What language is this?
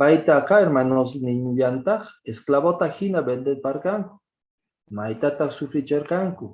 Quechua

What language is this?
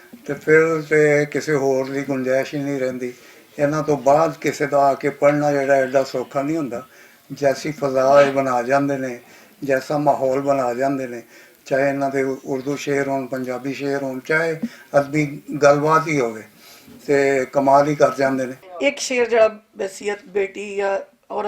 Western Panjabi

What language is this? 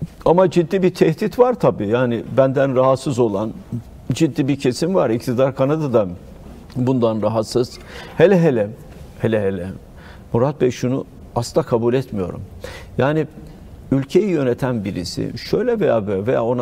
Turkish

